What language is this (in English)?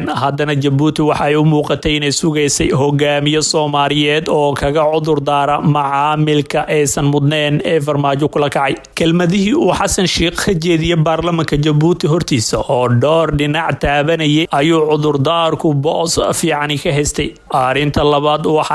Somali